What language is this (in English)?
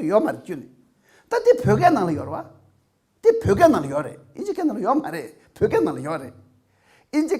Tibetan